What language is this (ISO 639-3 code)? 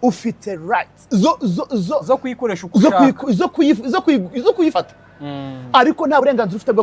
kin